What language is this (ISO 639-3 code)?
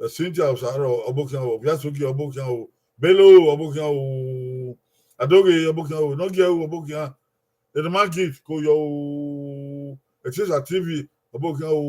bin